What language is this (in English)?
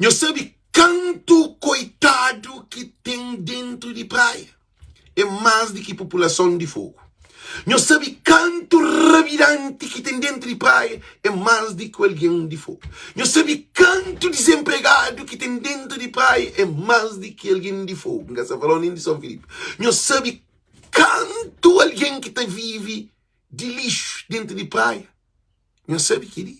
Kabuverdianu